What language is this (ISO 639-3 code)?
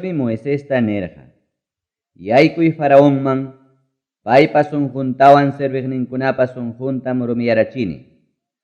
quy